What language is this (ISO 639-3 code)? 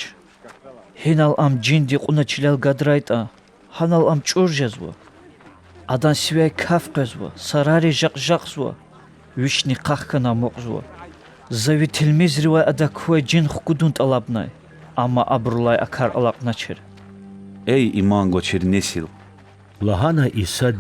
lez